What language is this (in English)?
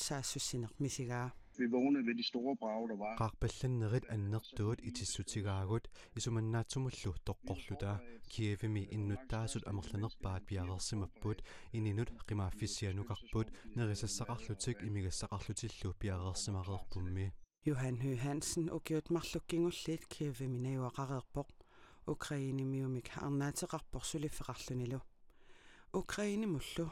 Kalaallisut